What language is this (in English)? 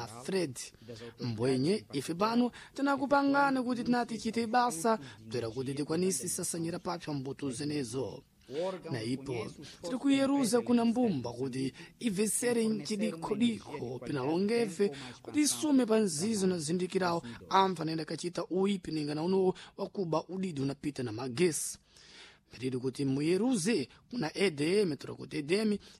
Sena